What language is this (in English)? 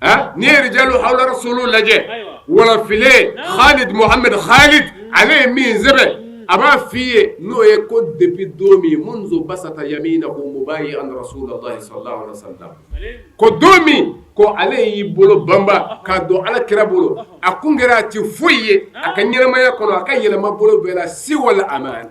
Bambara